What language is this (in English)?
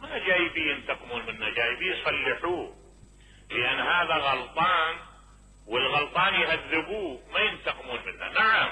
Mesopotamian Arabic